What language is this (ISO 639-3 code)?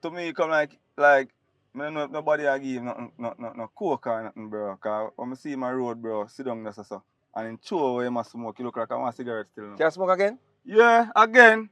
jam